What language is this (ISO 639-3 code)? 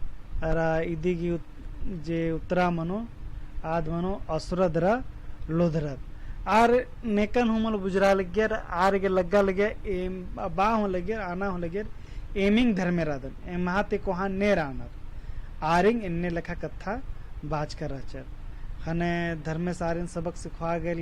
kru